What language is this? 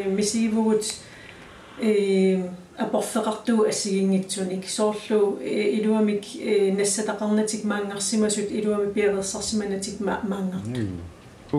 Kalaallisut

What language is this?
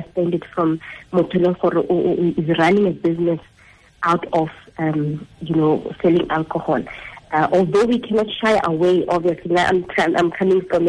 Tswana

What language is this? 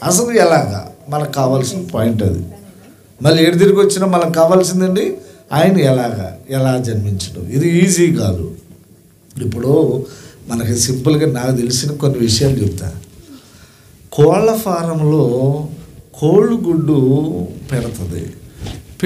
Telugu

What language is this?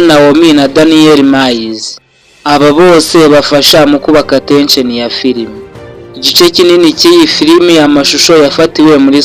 Kinyarwanda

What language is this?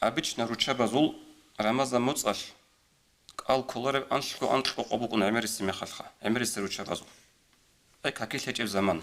Avaric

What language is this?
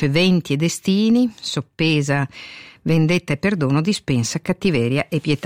Italian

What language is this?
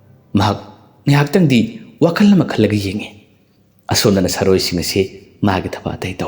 Manipuri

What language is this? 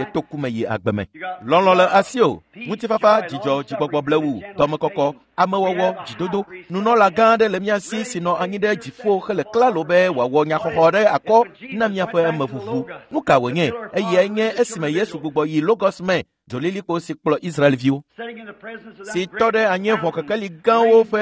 Ewe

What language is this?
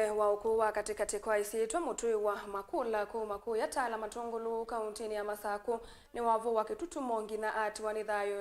Kamba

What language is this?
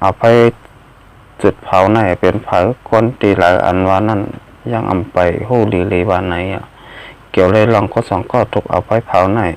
Shan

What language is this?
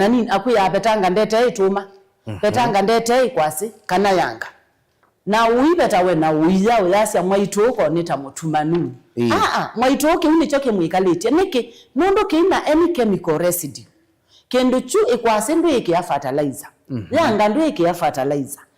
Kamba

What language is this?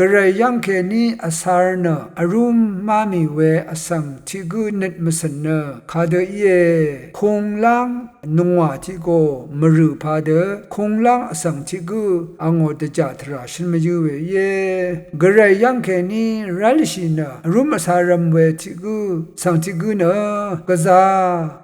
Rawang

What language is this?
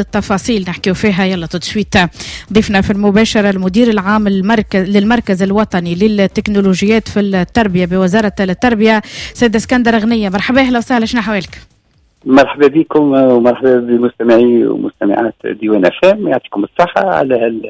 Tunisian Arabic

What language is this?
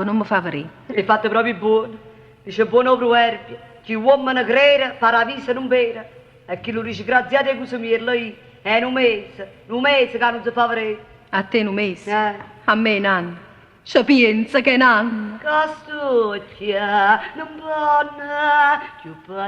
Neapolitan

